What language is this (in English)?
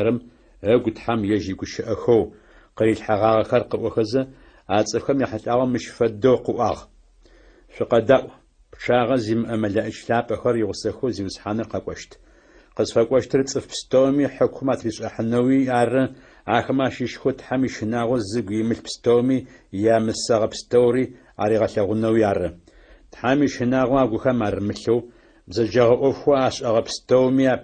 Adyghe